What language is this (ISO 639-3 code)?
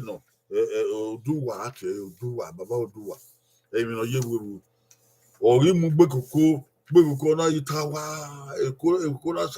bin